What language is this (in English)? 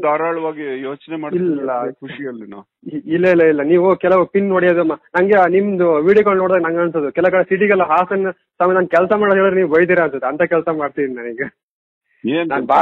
Kannada